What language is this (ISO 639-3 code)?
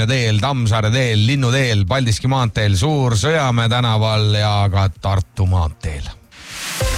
est